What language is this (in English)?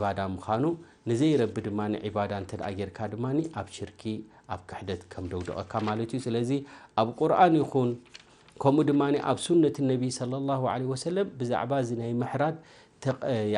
Tigrinya